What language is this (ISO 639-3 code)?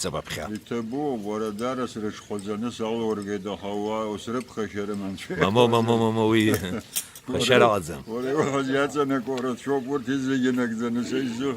abk